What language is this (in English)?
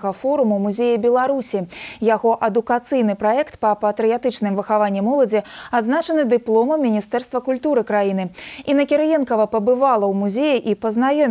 Belarusian